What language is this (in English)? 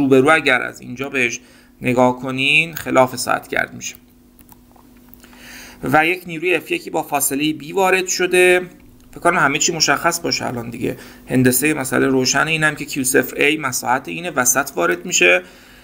Persian